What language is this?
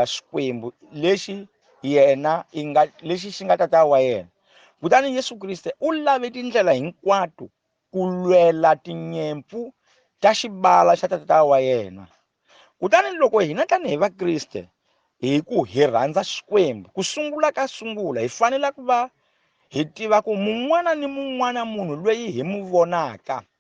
Tsonga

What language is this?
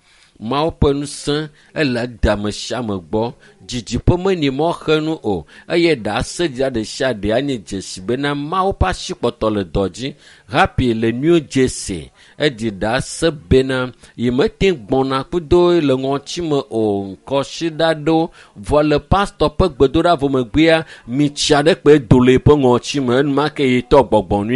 Ewe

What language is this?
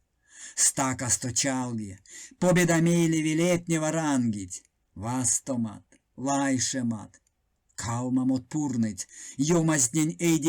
Erzya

